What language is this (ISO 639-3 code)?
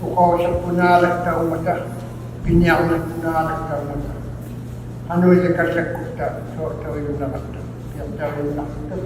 iku